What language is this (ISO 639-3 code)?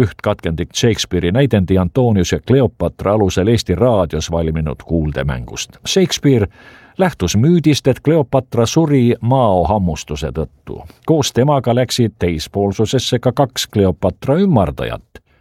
est